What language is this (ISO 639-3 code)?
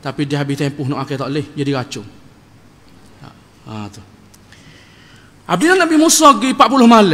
msa